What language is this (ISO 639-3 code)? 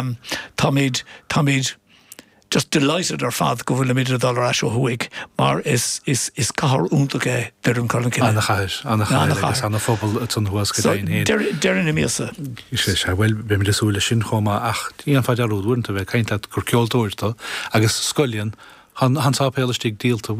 gle